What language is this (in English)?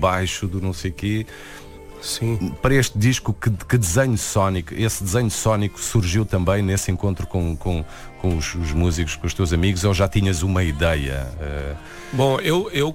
Portuguese